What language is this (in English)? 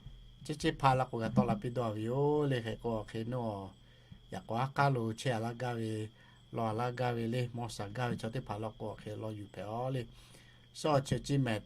Lahu